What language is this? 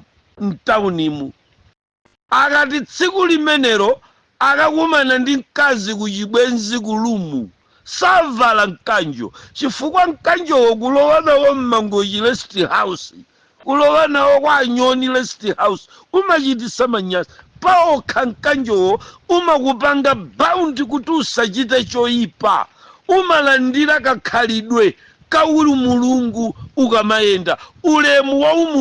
Nyanja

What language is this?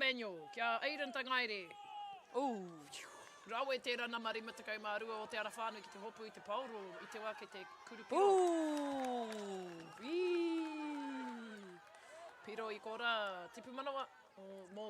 Māori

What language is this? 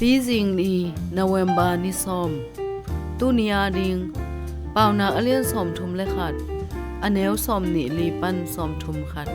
Tedim Chin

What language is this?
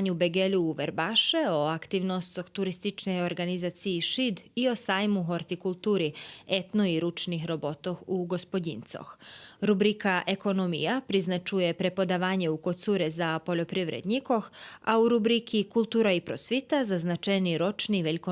Rusyn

